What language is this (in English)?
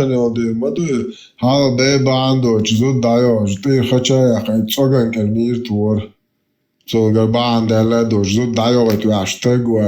Chechen